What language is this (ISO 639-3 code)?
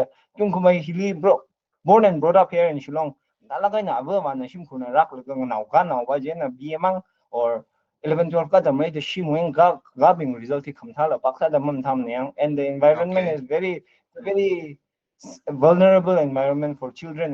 nmf